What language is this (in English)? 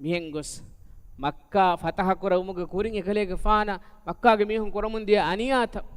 Divehi